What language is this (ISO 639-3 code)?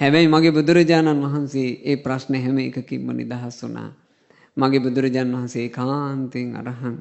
sin